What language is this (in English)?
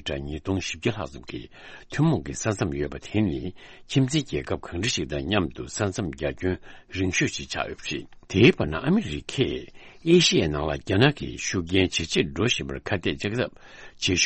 Tibetan